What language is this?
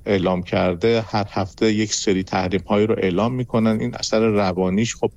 Persian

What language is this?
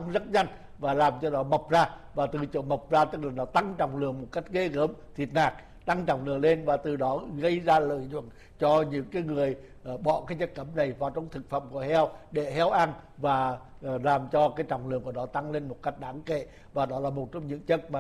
Vietnamese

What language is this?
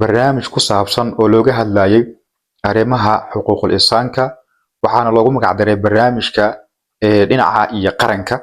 Somali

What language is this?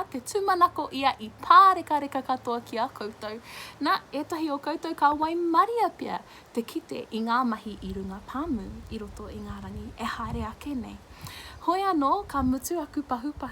Māori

